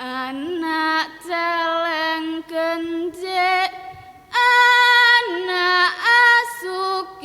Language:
Javanese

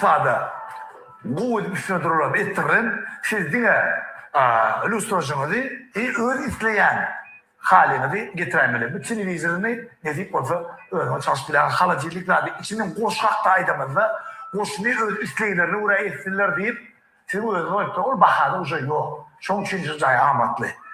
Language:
Turkmen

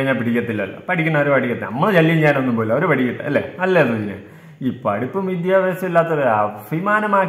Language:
Malayalam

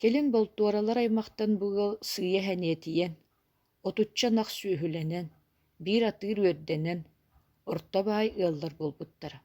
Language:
Yakut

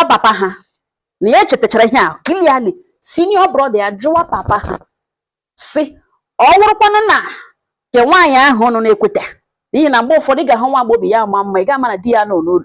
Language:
Igbo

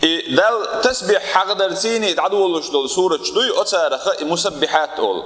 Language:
Chechen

